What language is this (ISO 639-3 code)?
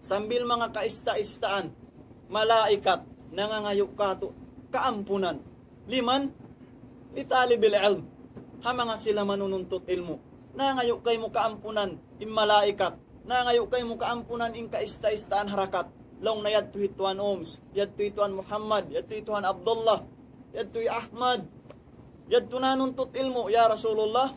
tsg